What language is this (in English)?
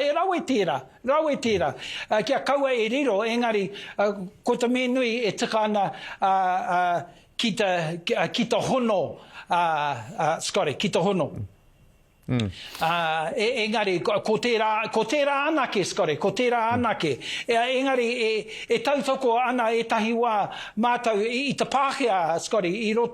Māori